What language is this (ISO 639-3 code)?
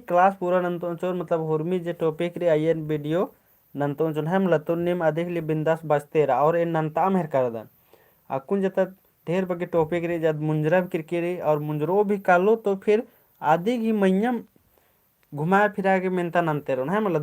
kru